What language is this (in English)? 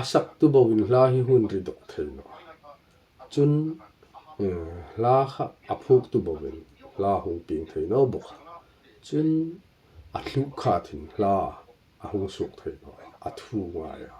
Hmar